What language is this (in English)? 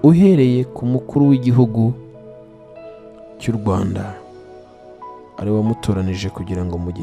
Kinyarwanda